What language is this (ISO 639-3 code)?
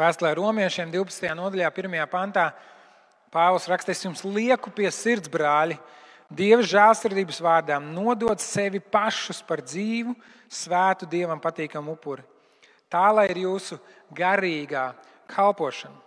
lav